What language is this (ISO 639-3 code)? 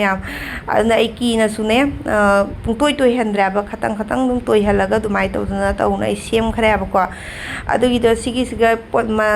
mni